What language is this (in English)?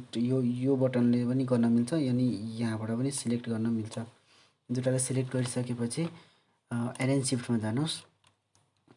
Nepali